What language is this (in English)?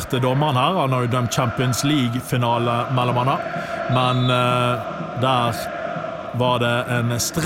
Norwegian